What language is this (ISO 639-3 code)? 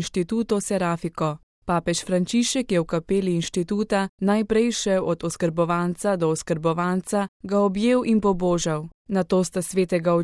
slv